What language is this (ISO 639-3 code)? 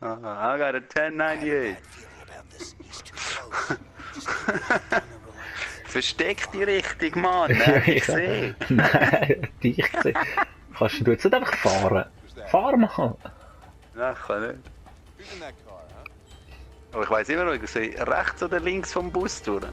gsw